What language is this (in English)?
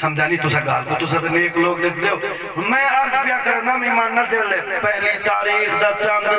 Saraiki